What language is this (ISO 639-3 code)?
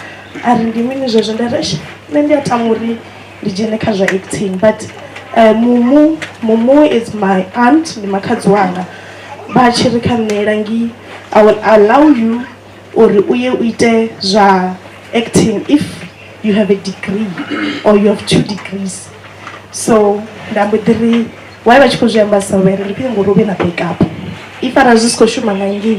ven